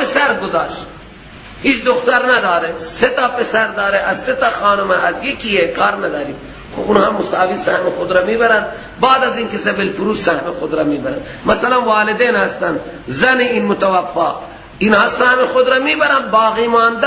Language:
Persian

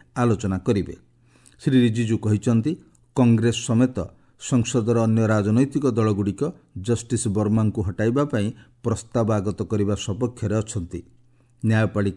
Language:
Odia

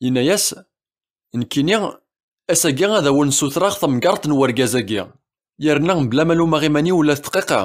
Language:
Kabyle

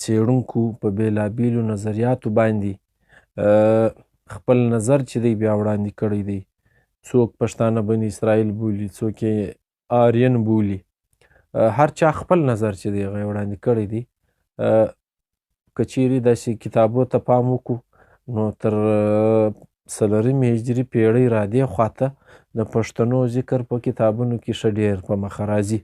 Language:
Pashto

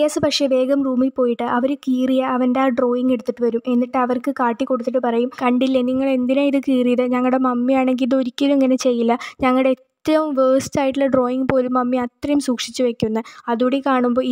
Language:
Malayalam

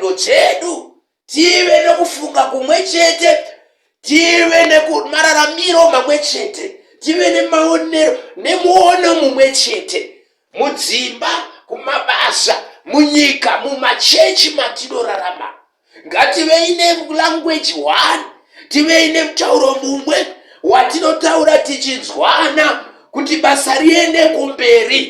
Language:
Shona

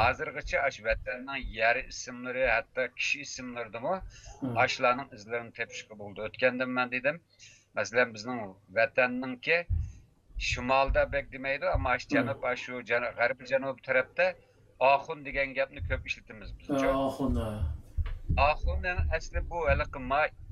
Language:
Uyghur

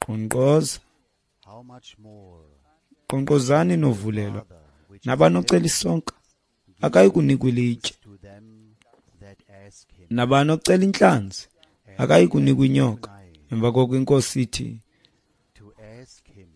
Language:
Xhosa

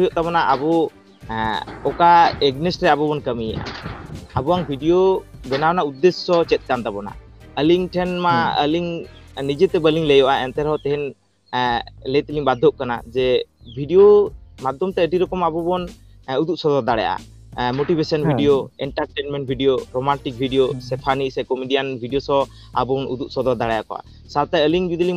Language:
Santali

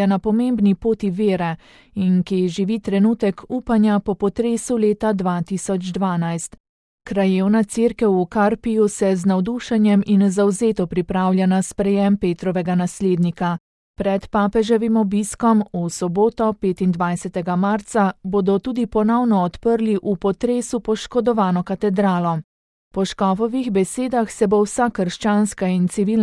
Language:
Slovenian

